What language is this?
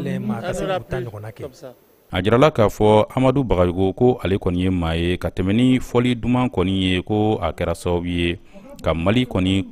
Bambara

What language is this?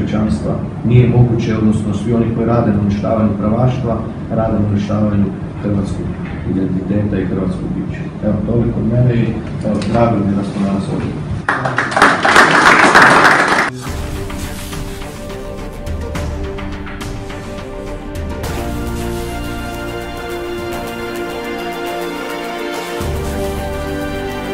Croatian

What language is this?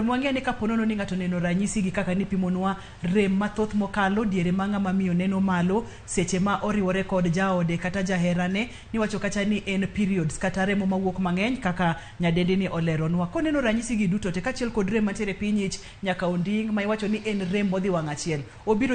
Luo (Kenya and Tanzania)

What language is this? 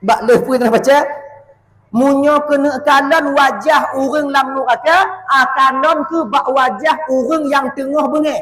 Achinese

